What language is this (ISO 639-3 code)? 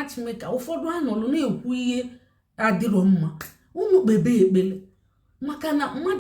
ibo